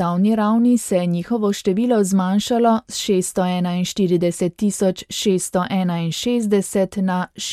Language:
Slovenian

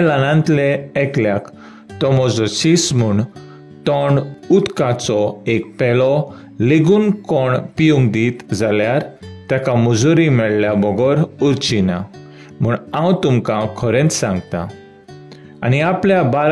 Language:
Konkani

